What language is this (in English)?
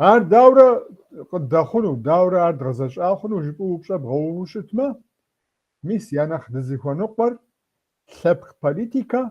Kabardian